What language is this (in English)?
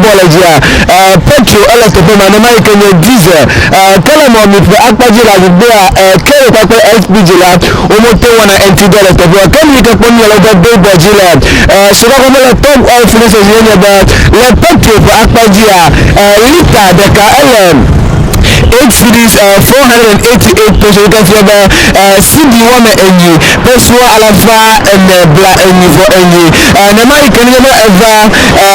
Ewe